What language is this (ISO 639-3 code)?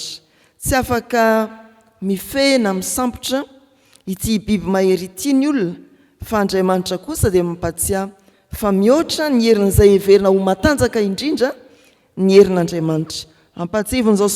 mlg